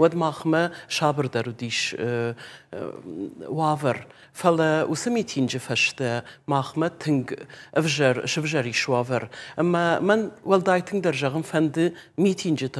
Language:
Ossetic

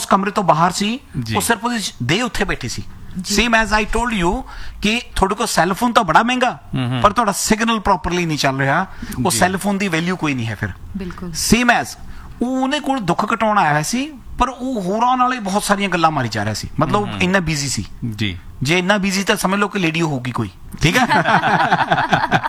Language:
Punjabi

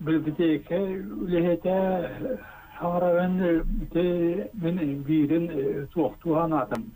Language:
Yakut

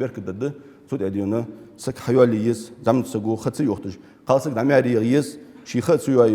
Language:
Ingush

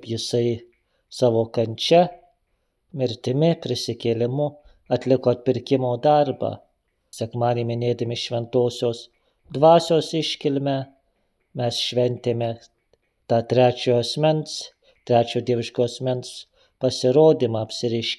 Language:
Lithuanian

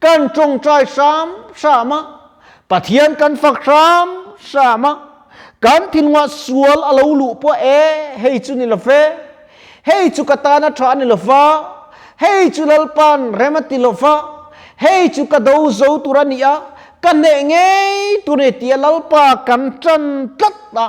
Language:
Mizo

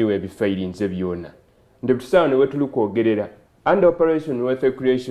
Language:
Soga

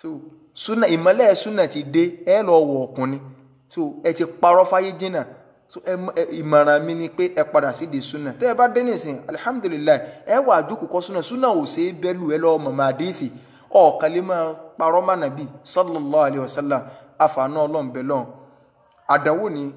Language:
Yoruba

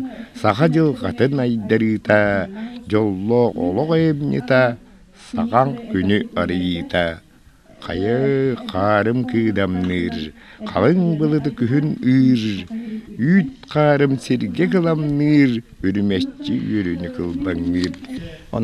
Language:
Yakut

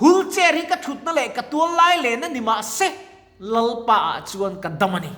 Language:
Mizo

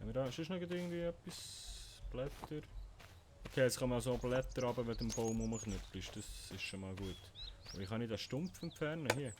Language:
Swiss German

